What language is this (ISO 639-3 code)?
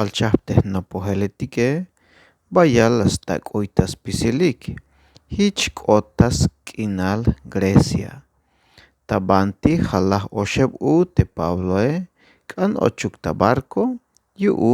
tzh